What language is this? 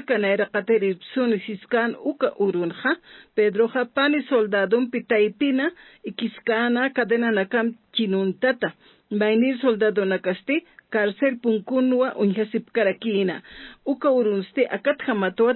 Aymara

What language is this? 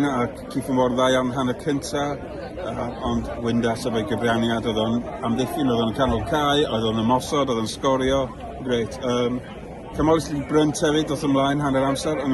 Welsh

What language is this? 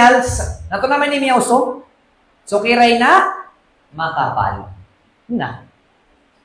Maranao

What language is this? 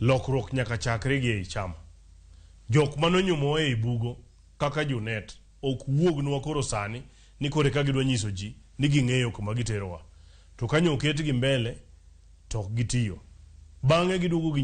Luo (Kenya and Tanzania)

